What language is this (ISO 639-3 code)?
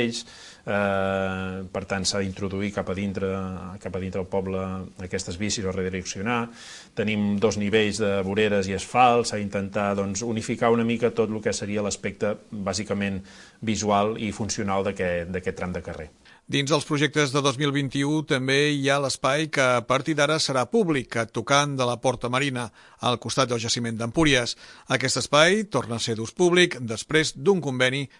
cat